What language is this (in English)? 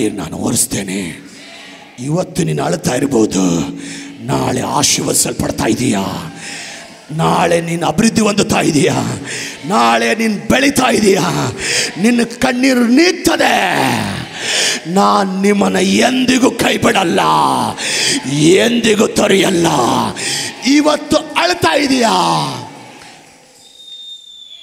Kannada